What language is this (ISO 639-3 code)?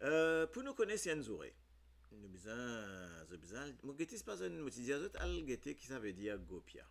mfe